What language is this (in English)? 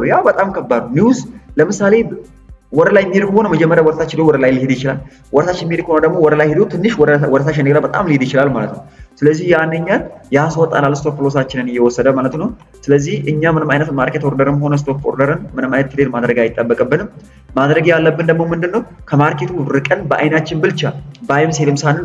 Amharic